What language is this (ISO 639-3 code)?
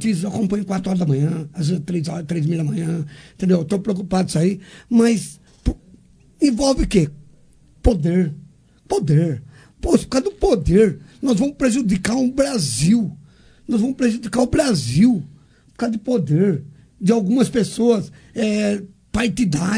por